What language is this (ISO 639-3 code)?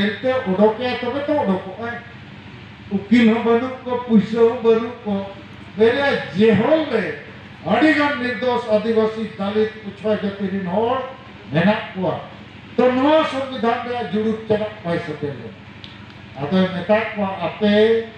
sat